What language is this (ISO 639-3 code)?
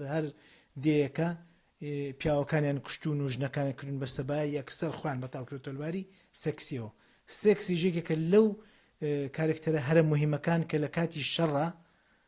ckb